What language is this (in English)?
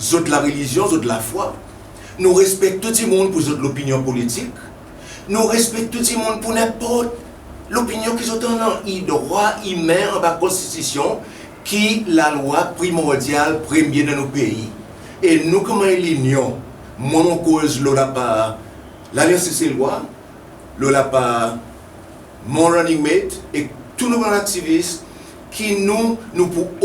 Seselwa Creole French